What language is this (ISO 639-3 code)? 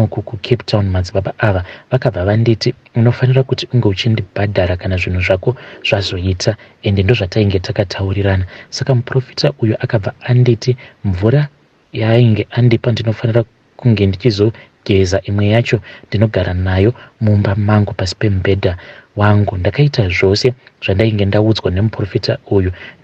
sna